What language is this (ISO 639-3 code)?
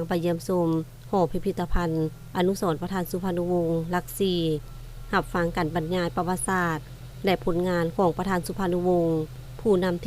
lao